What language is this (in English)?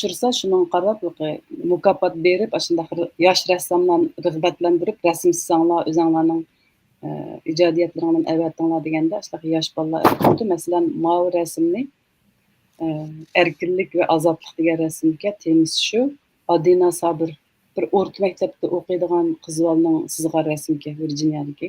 Uyghur